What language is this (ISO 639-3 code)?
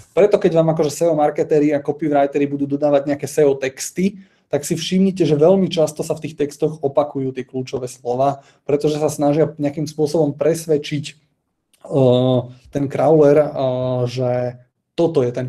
slk